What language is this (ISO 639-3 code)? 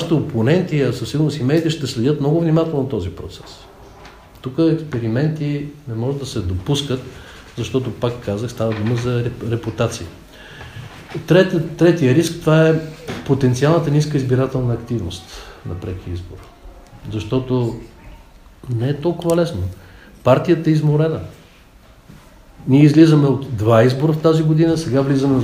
bul